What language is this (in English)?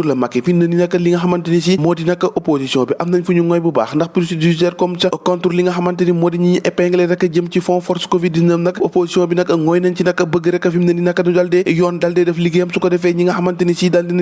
Wolof